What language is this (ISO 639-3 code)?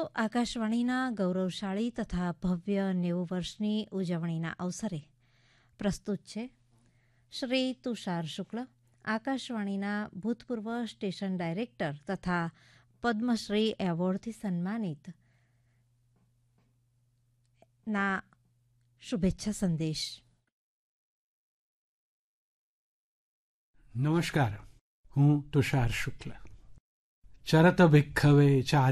guj